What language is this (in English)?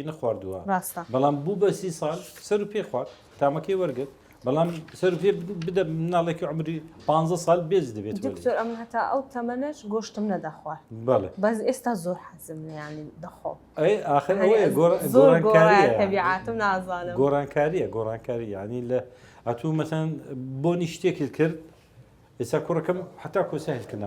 Central Kurdish